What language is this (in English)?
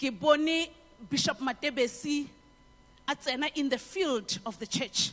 Tswana